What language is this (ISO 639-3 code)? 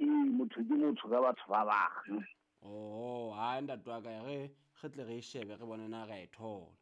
sot